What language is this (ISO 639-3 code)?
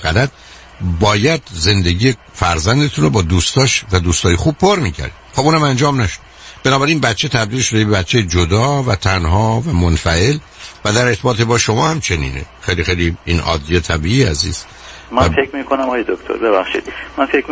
fas